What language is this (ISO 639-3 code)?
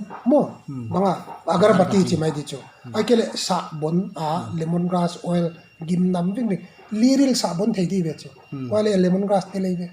pck